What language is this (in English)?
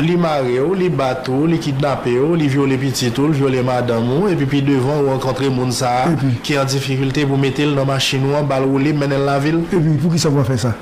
Haitian Creole